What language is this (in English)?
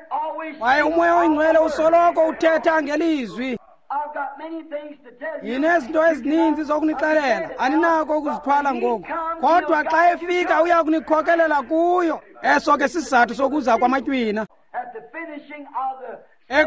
Xhosa